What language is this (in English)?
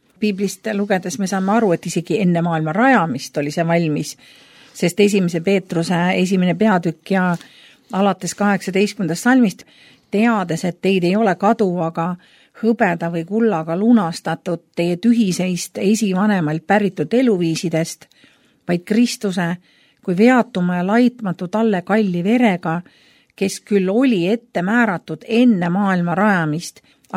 Estonian